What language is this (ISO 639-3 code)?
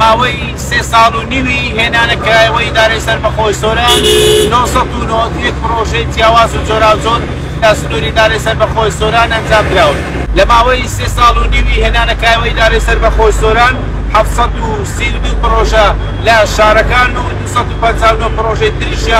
ckb